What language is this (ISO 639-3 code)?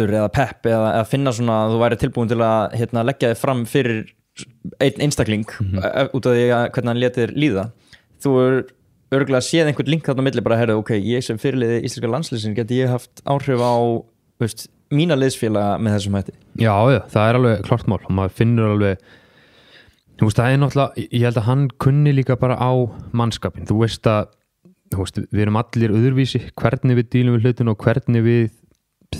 isl